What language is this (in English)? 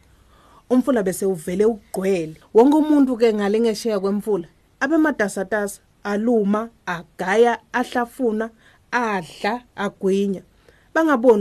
Swati